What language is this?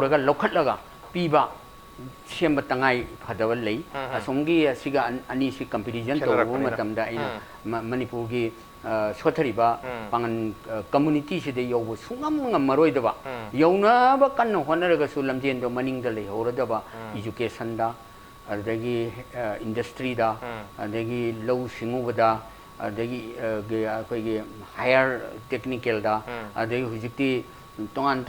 Manipuri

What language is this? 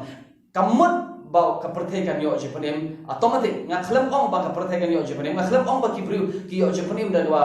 Khasi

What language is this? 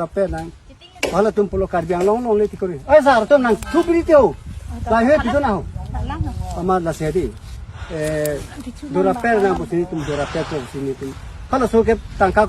Karbi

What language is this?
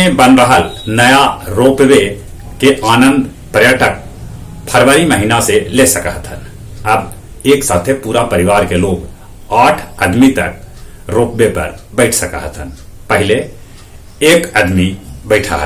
Magahi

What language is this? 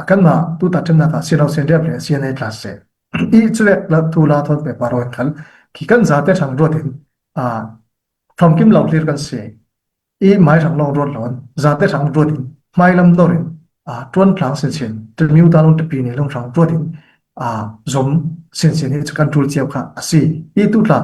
Falam Chin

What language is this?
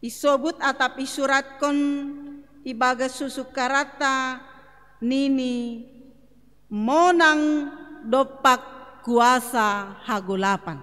Batak Simalungun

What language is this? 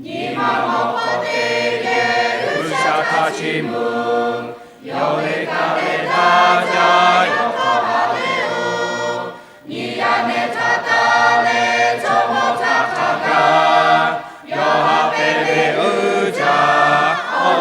Lahu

